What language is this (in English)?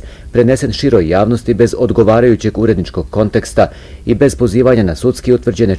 Bosnian